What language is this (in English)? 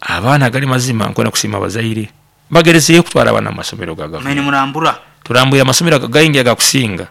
Nyankole